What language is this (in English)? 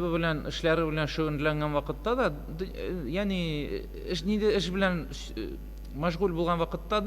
Tatar